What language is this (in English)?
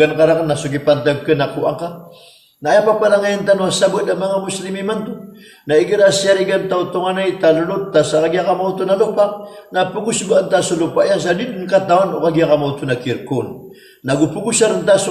Maranao